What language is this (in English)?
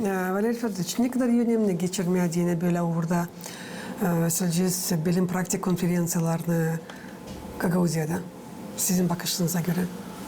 Gagauz